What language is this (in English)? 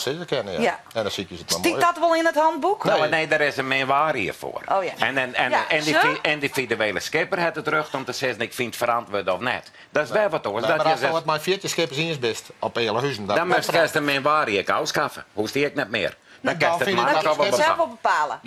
Western Frisian